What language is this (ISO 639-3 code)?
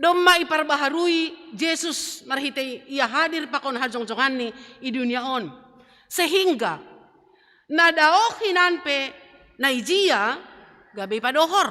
bts